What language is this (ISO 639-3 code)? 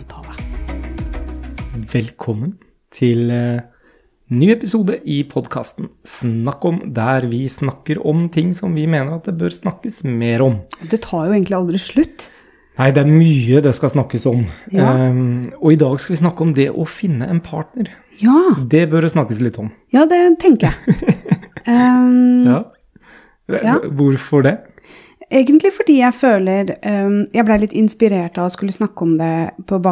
nor